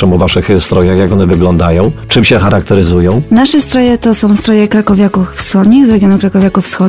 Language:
Polish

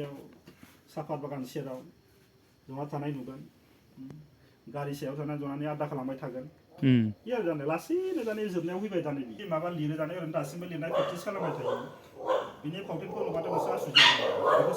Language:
Bodo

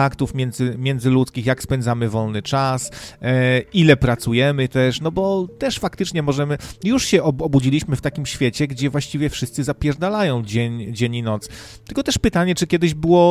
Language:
Polish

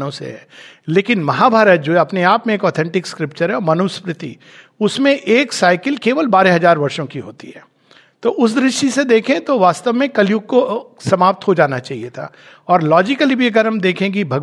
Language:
Hindi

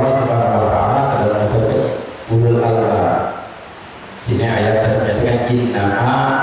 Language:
Musi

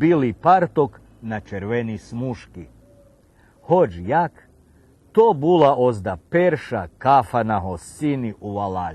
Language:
Rusyn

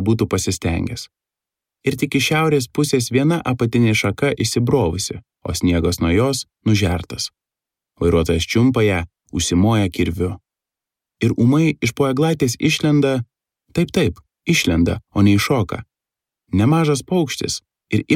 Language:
Lithuanian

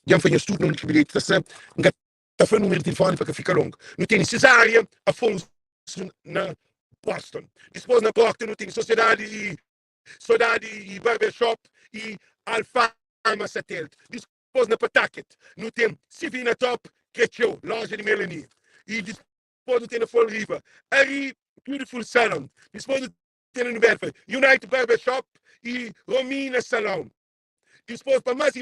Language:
Kabuverdianu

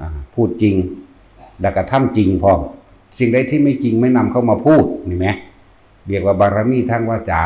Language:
Lao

